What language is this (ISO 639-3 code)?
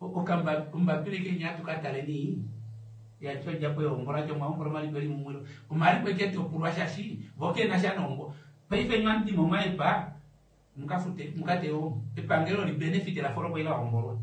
kua